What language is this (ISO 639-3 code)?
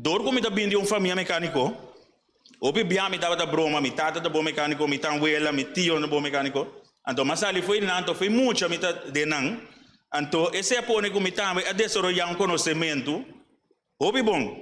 pap